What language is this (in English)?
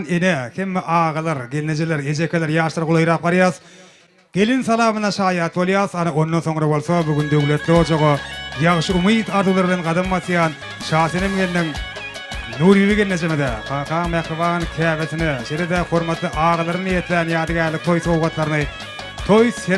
Turkmen